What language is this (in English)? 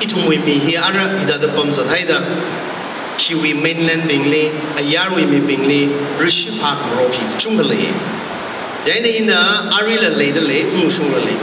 Tangkhul Naga (India)